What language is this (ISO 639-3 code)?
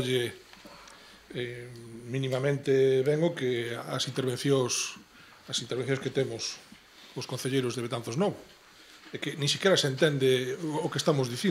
glg